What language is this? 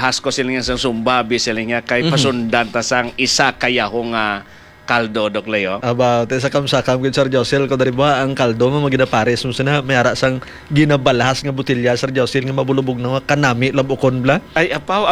Hiligaynon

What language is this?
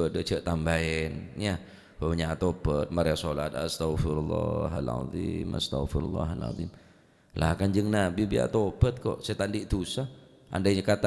Madurese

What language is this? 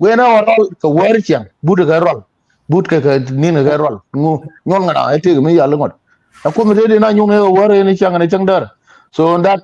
Nuer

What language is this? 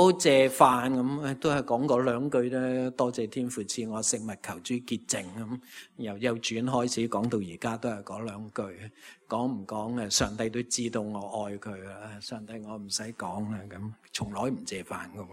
Cantonese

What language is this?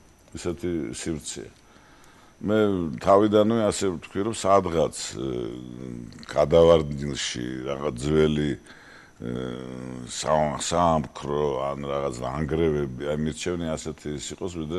Georgian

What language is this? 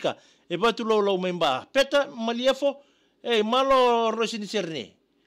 Fijian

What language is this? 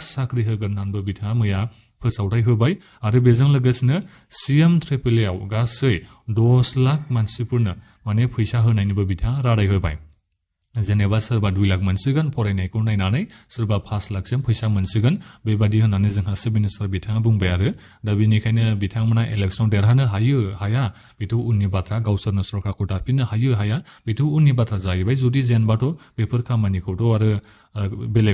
Bodo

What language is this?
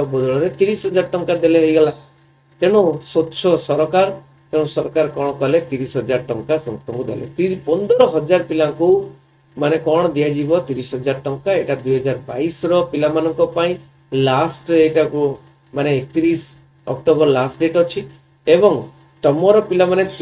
Odia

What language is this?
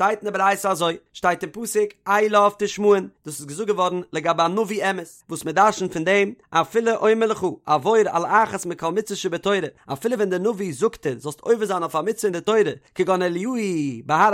Yiddish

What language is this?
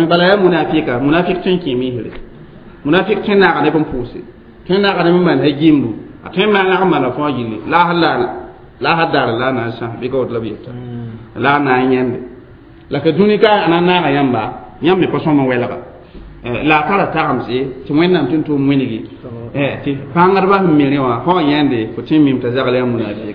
Mossi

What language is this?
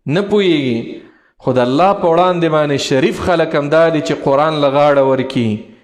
Pashto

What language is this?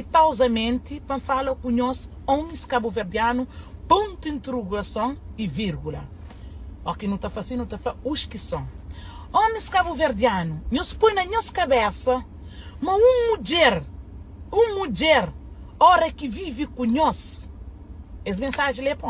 Kabuverdianu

